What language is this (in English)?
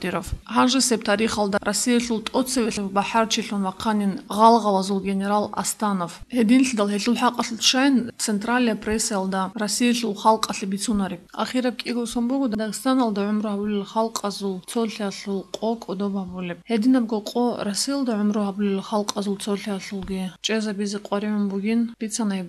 Avaric